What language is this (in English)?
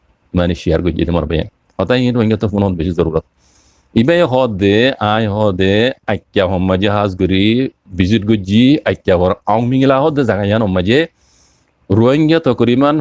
Rohingya